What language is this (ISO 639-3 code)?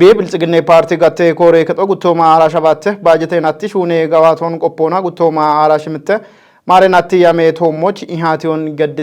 kbr